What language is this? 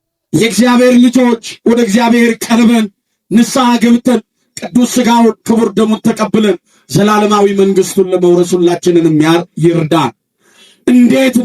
Amharic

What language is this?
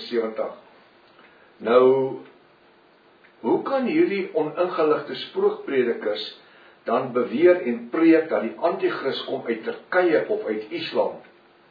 Afrikaans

